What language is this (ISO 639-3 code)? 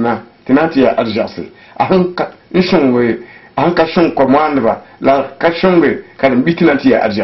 mos